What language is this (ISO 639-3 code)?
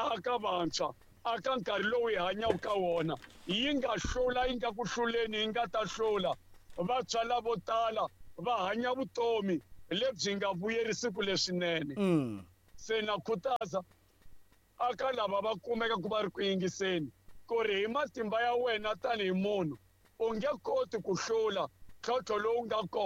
tso